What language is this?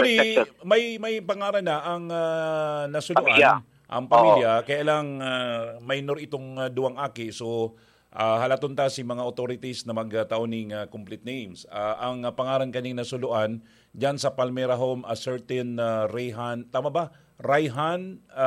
Bikol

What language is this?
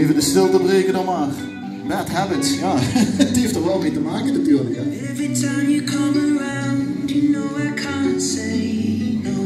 Limburgish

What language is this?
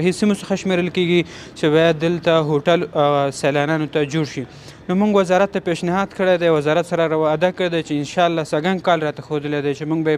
Pashto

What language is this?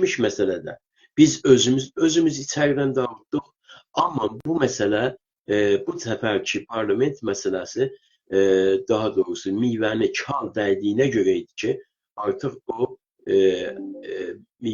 South Azerbaijani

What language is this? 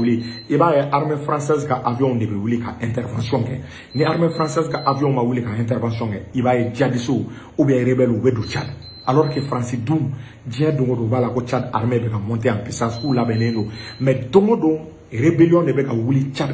Bambara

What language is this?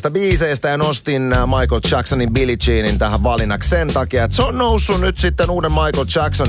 Finnish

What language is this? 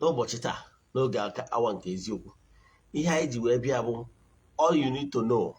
Igbo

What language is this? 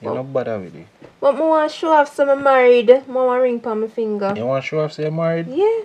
Jamaican Creole English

